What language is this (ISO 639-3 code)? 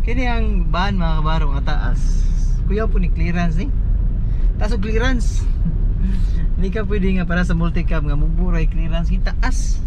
ceb